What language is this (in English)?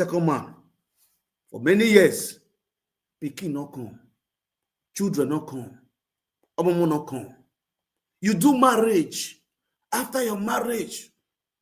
Nigerian Pidgin